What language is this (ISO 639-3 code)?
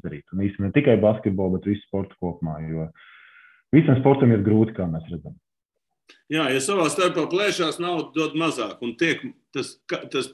lav